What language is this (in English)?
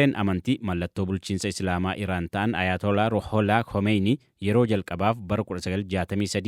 Oromo